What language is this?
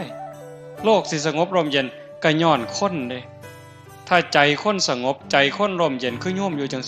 Northeastern Thai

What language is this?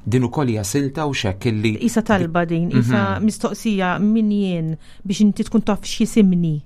Maltese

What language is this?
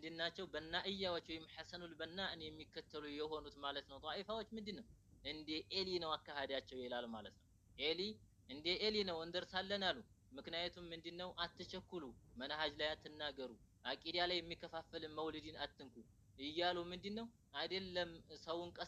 Amharic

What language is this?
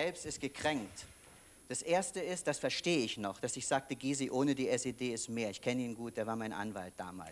German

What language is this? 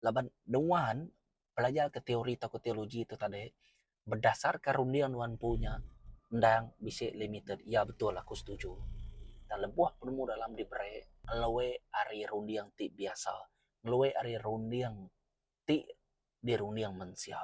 Iban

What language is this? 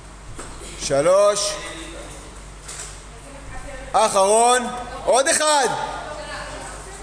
Hebrew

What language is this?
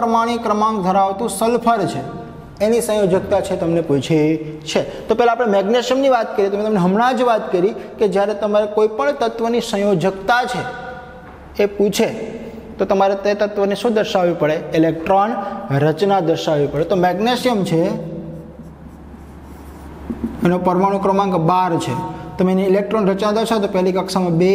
Gujarati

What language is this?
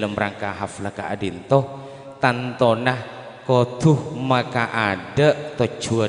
Madurese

